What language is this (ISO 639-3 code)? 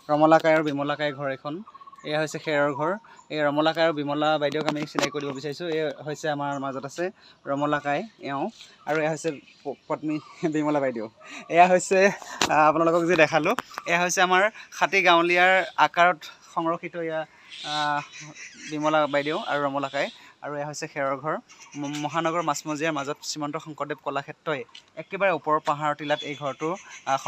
asm